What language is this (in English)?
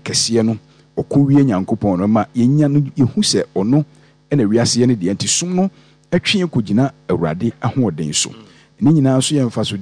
Akan